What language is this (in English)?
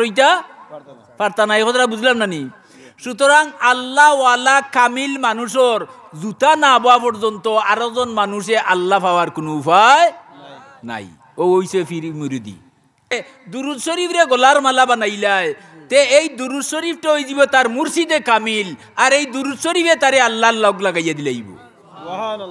Sylheti